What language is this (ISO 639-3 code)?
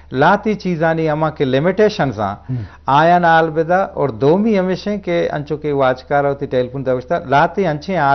bgp